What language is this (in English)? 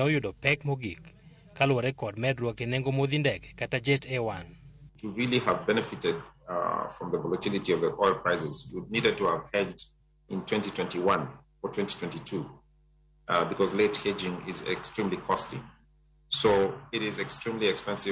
Luo (Kenya and Tanzania)